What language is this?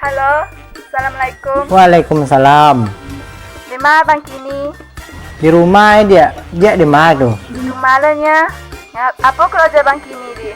Minangkabau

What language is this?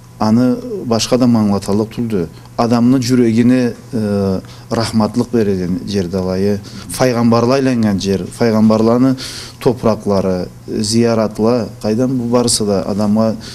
Karachay-Balkar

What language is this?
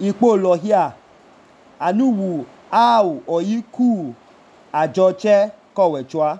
Idoma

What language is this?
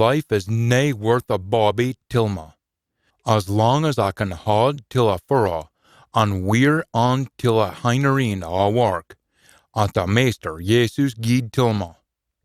Scots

